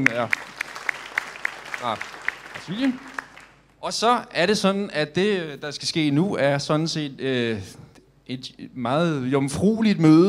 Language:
Danish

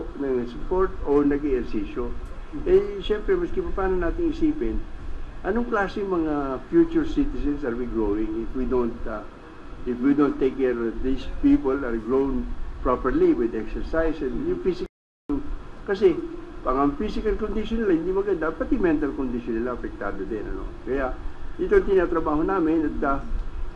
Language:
Filipino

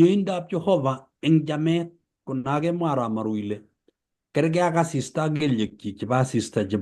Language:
Kalenjin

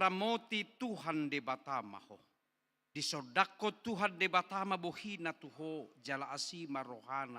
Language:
Batak Toba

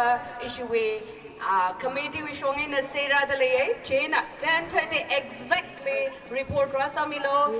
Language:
Tangkhul Naga (India)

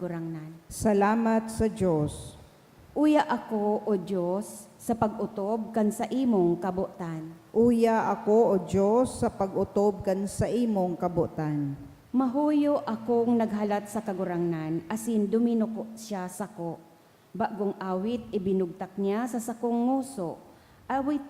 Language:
Bikol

